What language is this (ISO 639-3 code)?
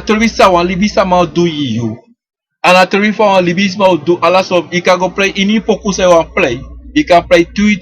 srn